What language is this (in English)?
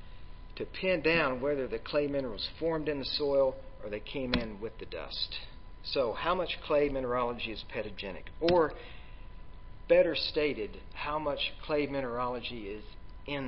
English